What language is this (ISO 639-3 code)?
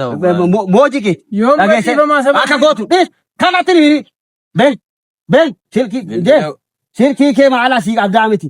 orm